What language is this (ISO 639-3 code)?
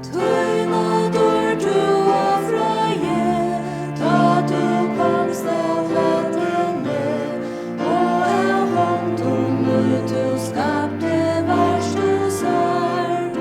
fao